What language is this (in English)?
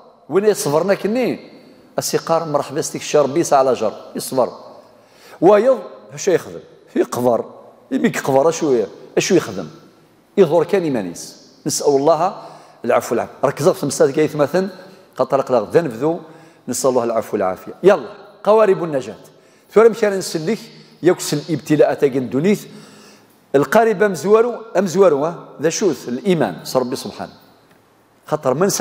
Kabyle